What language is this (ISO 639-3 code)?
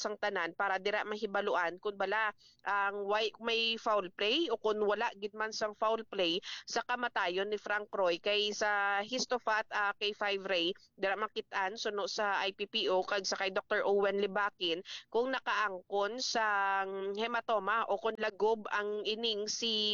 hil